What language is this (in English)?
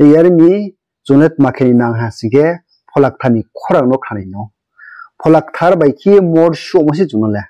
Riang (India)